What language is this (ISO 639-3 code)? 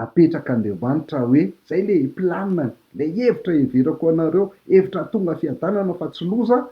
mlg